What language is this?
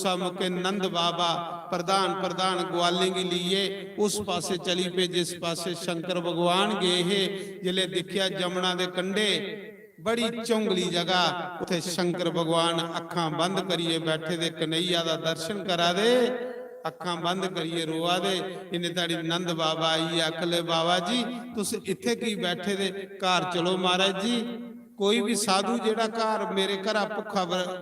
Dogri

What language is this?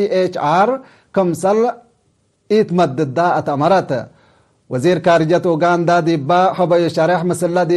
Tigre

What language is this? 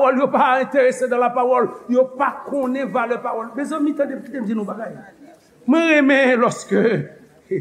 Haitian Creole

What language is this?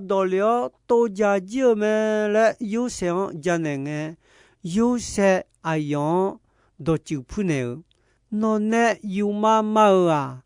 Akha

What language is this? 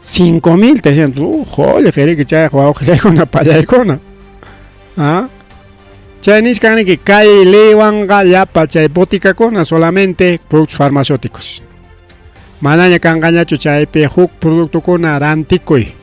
Ayacucho Quechua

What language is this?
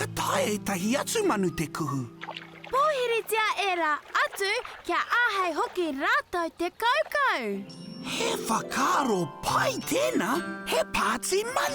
Māori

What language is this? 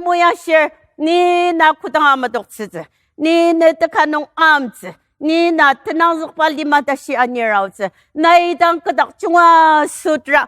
Ao Naga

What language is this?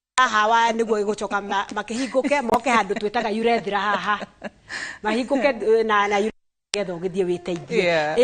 Kikuyu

